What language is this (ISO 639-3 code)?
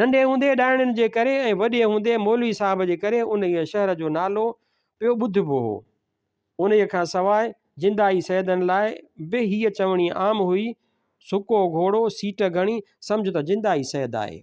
snd